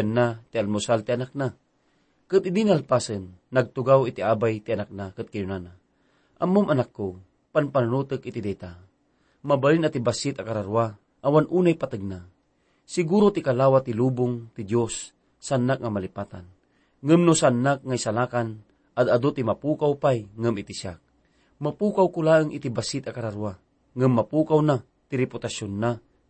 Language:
Iloko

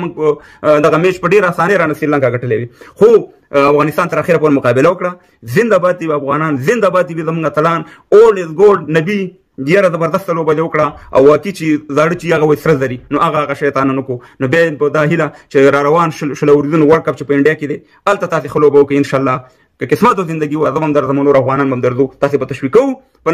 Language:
Pashto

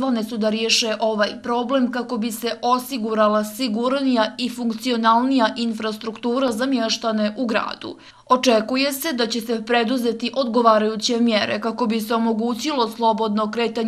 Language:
Bosnian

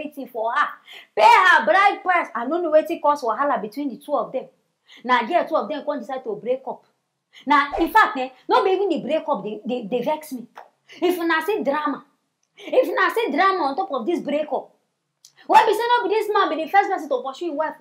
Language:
Nigerian Pidgin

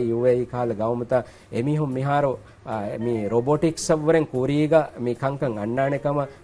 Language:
Divehi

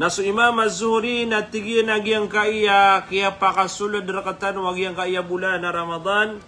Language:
Maranao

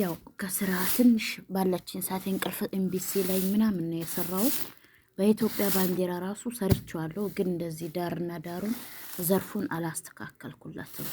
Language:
Amharic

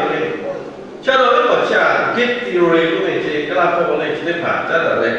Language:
Lahu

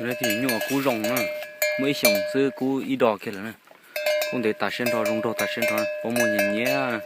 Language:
Hmong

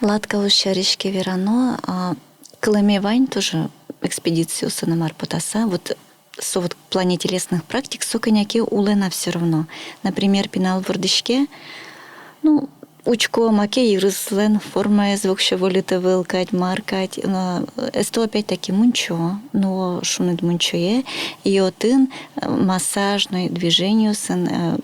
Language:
Udmurt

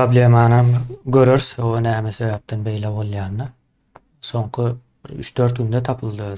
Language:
Turkmen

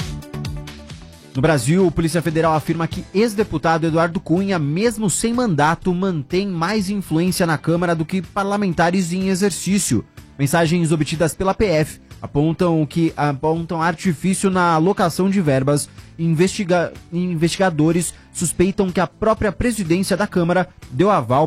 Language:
Portuguese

